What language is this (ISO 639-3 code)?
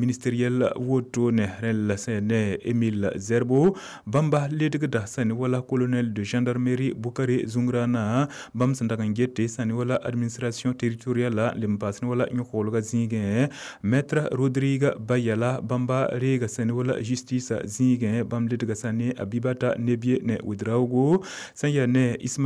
mos